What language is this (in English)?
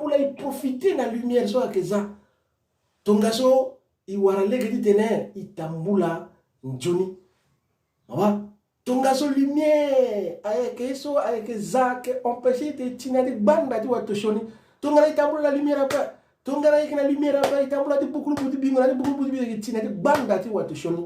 Sango